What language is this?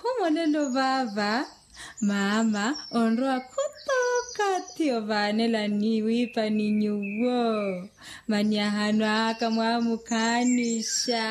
Makhuwa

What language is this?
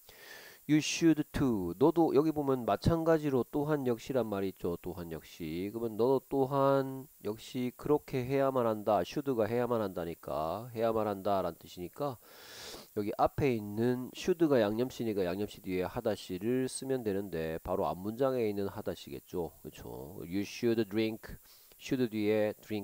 Korean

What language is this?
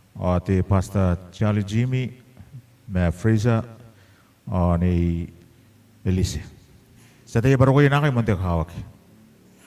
Gilbertese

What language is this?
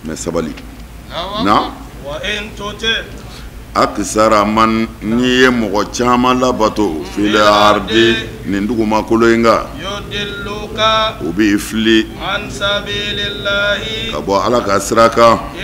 Bambara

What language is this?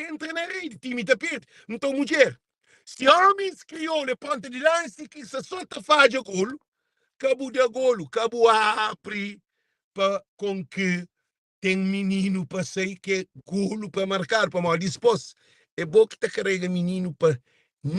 Kabuverdianu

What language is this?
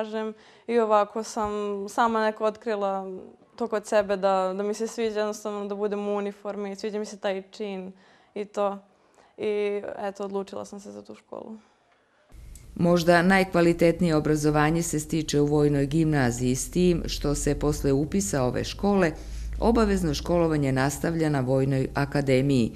Serbian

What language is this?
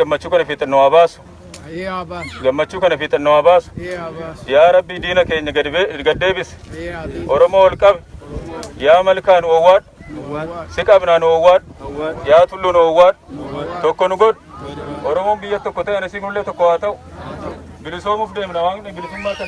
Oromo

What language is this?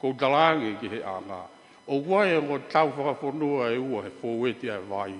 Tongan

